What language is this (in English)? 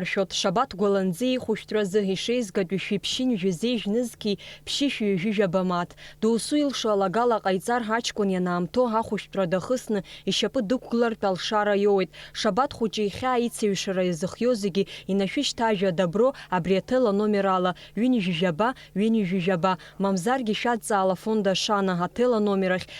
Abkhazian